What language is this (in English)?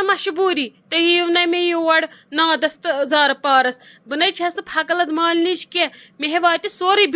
Kashmiri